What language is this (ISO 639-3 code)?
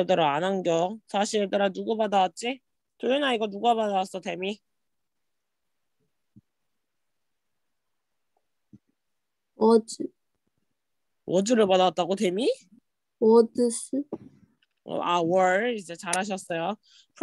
kor